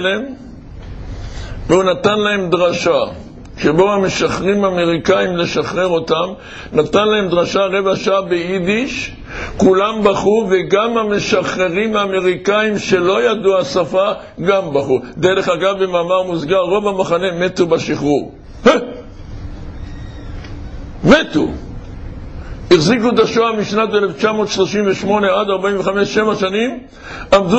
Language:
Hebrew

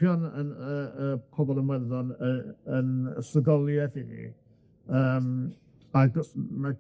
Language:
Welsh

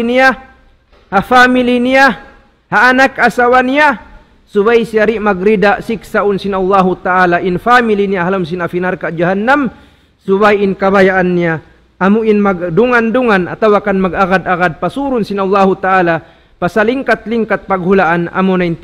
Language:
Tausug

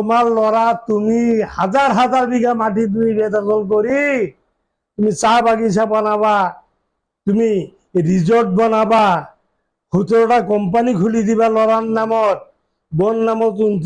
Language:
Assamese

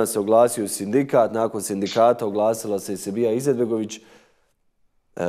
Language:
Bosnian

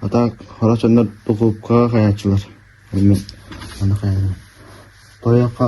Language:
Yakut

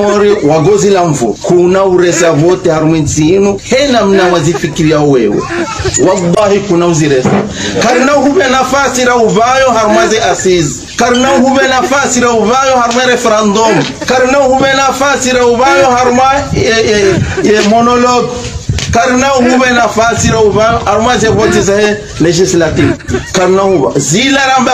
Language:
Ngazidja Comorian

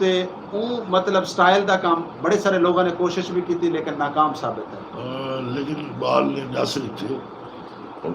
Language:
Saraiki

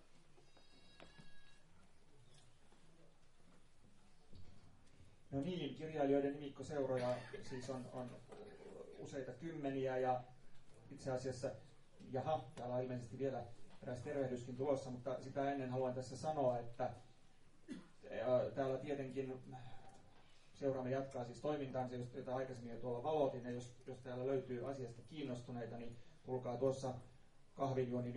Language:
Finnish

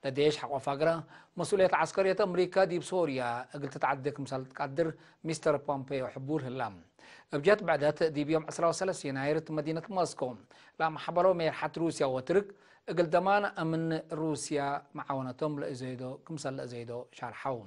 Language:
Tigre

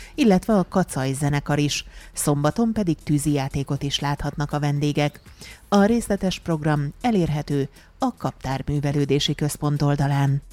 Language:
Hungarian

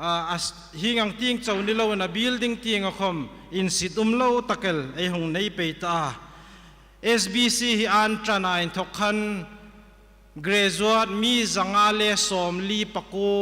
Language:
Hmar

